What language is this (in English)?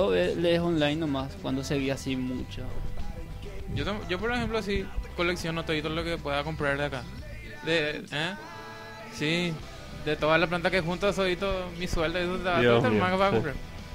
Spanish